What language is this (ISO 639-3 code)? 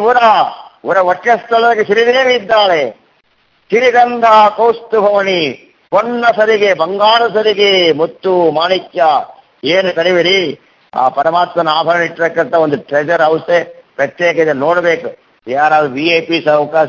kan